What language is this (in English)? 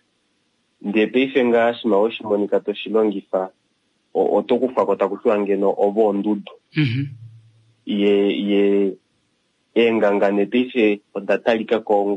Kuanyama